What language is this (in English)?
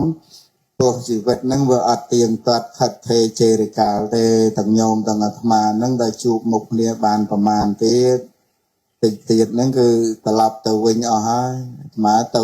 Khmer